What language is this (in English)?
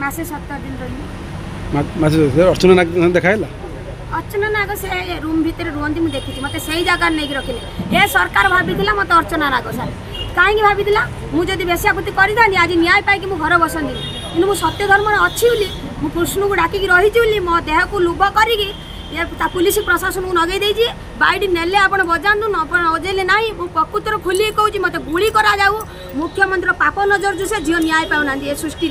Odia